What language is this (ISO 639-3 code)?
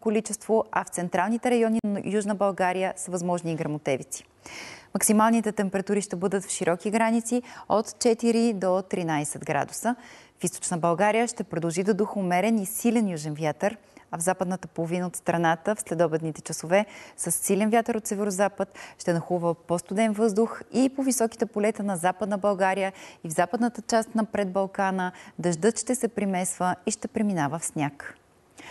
bul